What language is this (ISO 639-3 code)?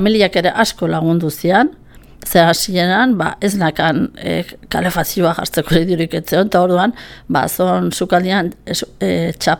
eus